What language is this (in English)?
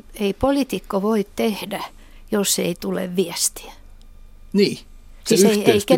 Finnish